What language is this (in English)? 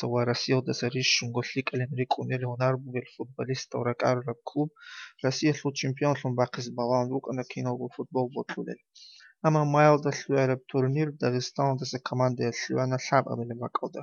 Avaric